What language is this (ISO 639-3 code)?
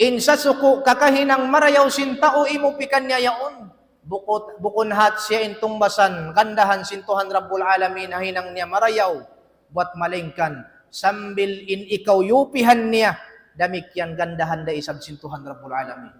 tsg